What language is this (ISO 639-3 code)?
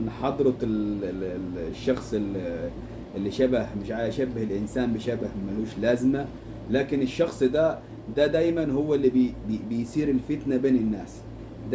arz